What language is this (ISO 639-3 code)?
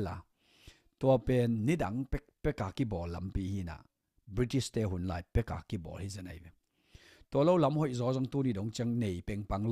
ctd